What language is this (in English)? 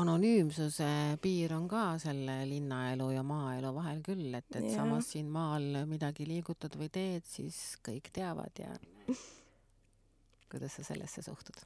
Estonian